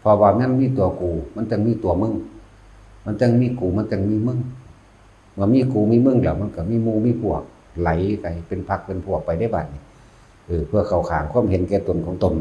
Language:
Lao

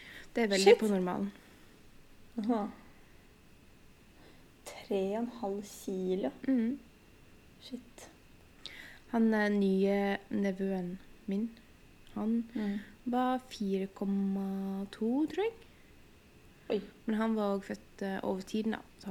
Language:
Norwegian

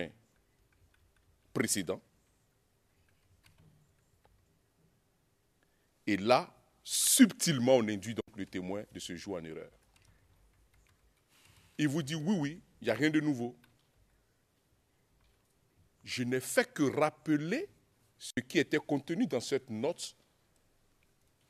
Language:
French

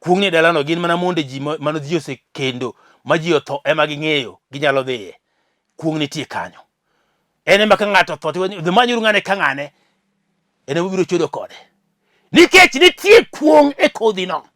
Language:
Luo (Kenya and Tanzania)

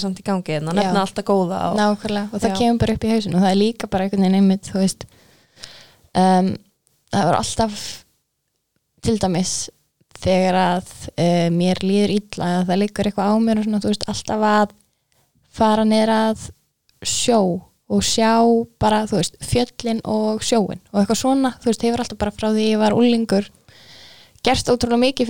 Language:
Icelandic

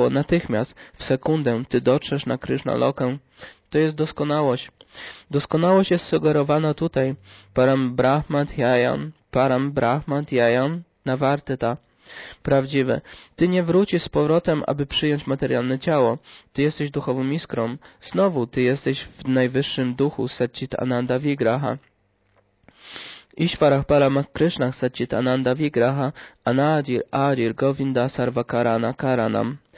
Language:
Polish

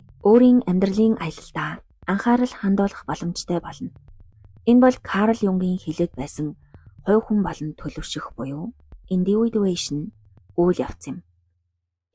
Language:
Mongolian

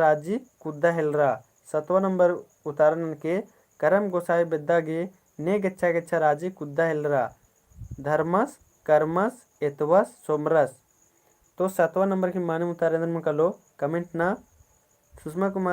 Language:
Kurukh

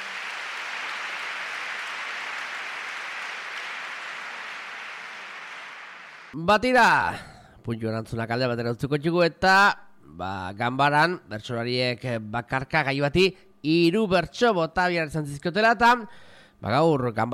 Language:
Basque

